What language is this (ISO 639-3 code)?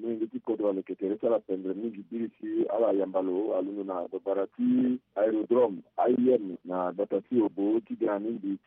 sag